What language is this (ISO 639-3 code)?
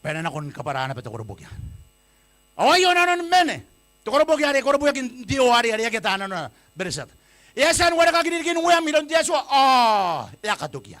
gil